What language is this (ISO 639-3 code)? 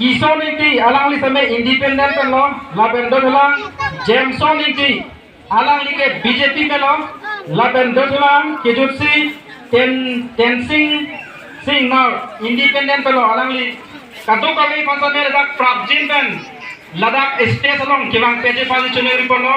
mjw